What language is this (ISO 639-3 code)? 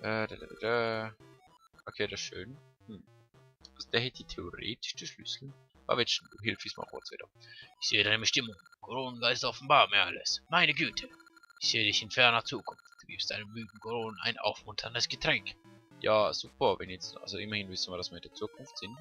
gsw